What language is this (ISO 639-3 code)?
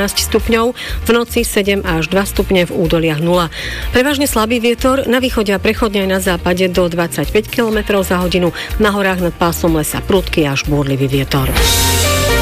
slk